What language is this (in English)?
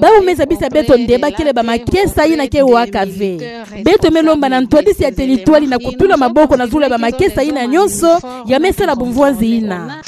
Kituba (Democratic Republic of Congo)